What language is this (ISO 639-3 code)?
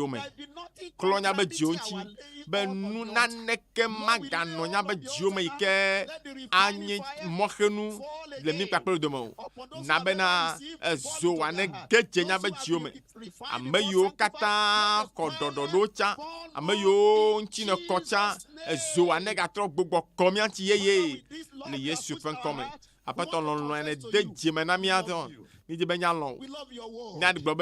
ewe